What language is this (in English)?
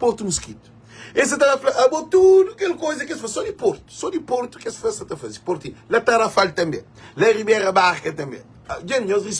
Kabuverdianu